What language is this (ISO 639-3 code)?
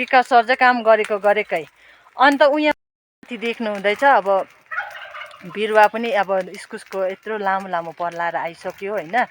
nep